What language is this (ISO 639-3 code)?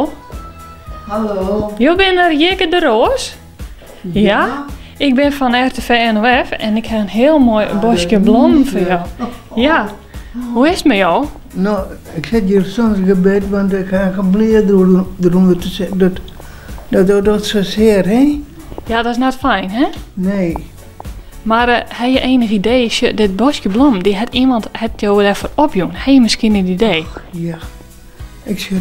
fry